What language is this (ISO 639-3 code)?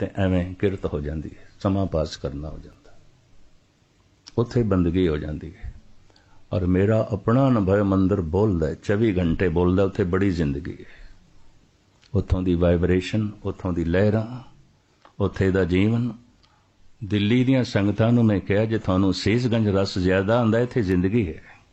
pan